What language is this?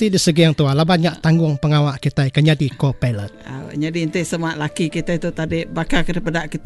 Iban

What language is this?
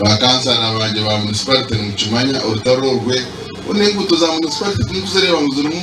Nyankole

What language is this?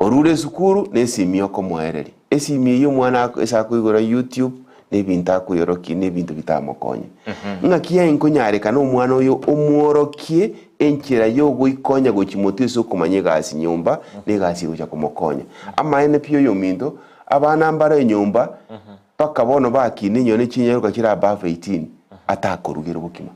Gusii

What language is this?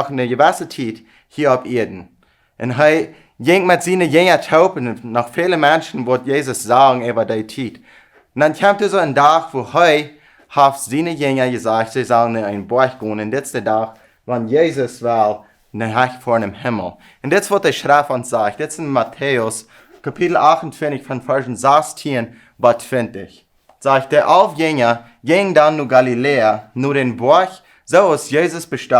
Plautdietsch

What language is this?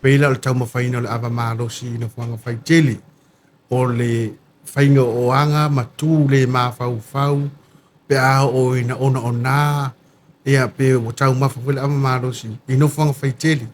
Samoan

